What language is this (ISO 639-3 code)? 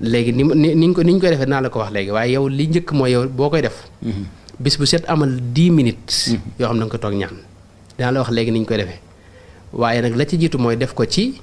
wol